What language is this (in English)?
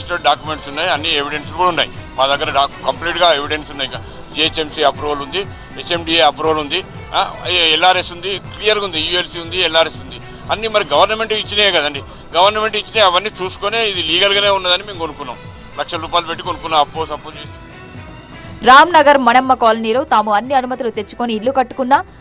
Telugu